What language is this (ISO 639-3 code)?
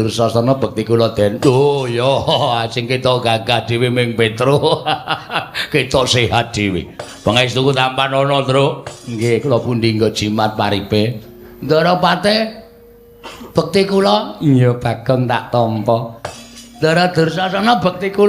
jav